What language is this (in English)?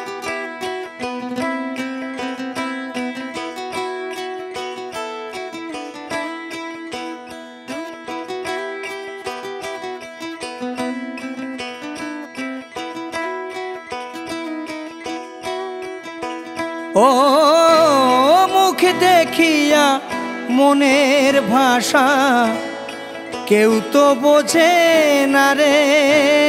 Bangla